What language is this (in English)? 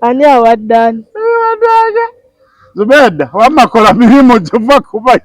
Ganda